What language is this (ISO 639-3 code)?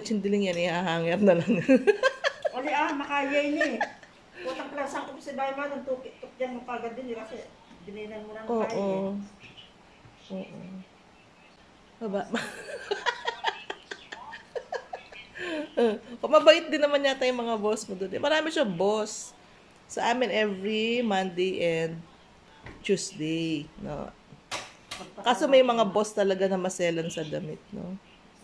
fil